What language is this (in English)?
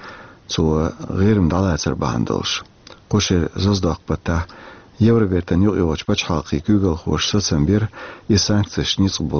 Chechen